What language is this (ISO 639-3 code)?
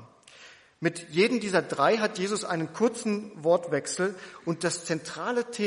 deu